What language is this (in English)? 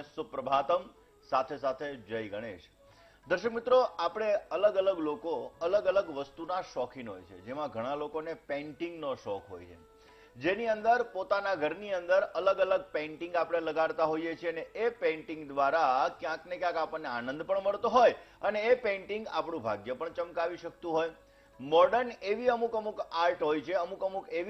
Gujarati